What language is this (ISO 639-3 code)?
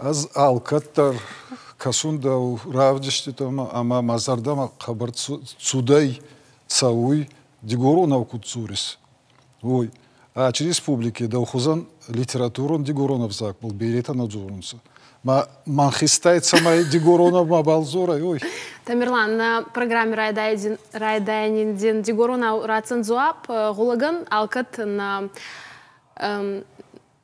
oss